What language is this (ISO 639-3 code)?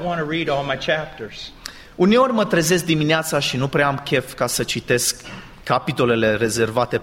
ron